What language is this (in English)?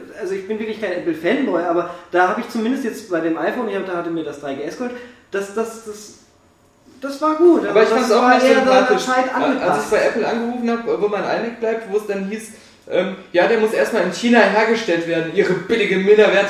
German